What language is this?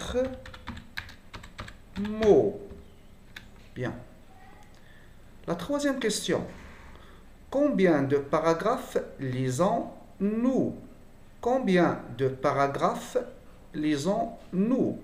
French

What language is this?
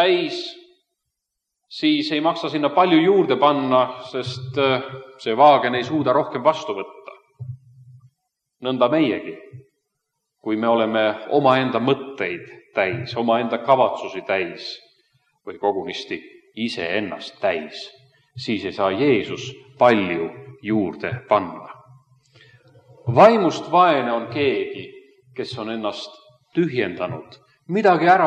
Estonian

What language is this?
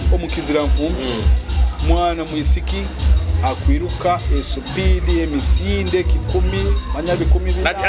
Nyoro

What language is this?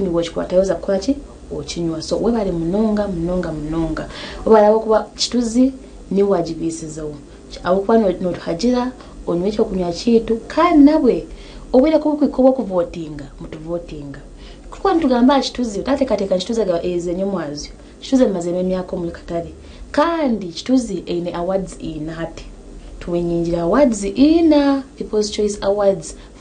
Nyankole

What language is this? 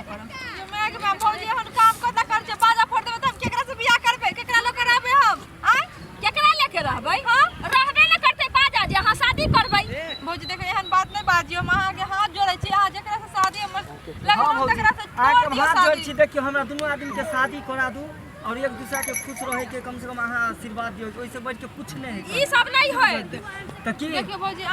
Maithili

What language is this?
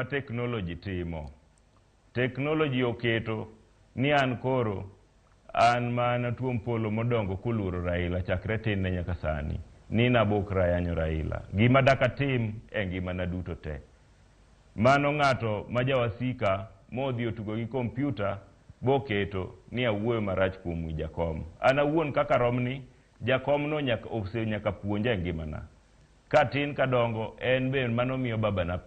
Luo (Kenya and Tanzania)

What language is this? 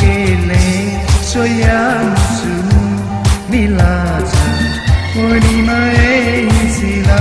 Newari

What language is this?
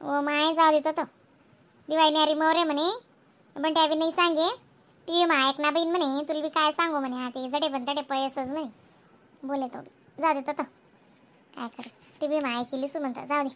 Khandesi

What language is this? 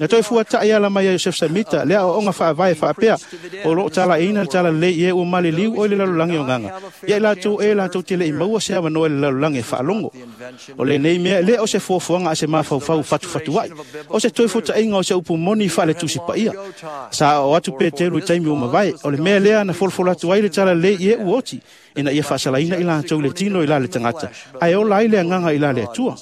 Samoan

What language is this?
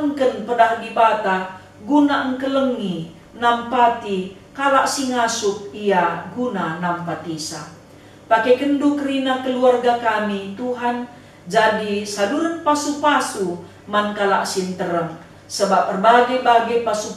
Batak Karo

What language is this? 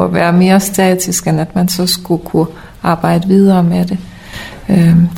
Danish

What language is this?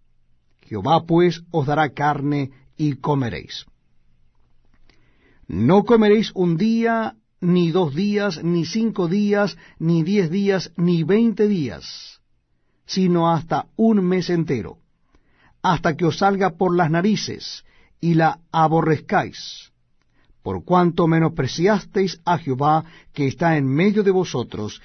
Spanish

